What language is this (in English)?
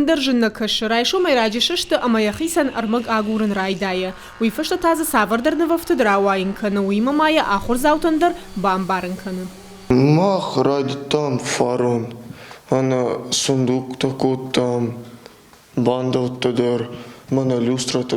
Ossetic